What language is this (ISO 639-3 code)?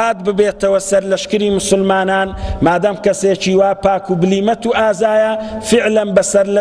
ckb